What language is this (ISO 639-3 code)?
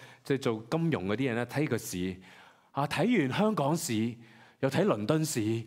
yue